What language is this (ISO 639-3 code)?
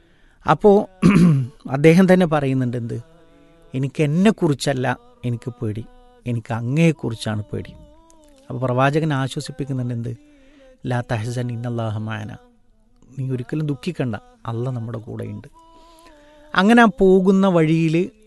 mal